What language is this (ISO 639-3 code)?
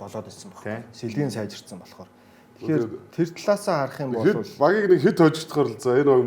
mon